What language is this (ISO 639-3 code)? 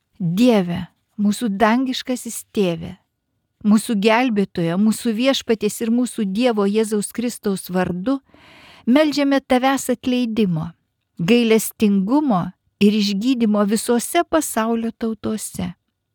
lit